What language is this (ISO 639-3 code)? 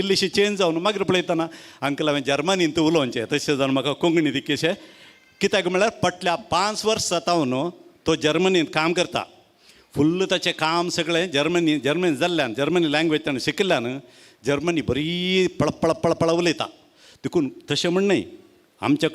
kok